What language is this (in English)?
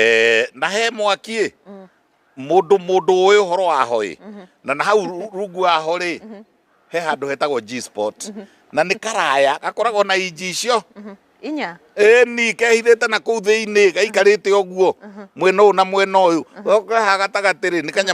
Kikuyu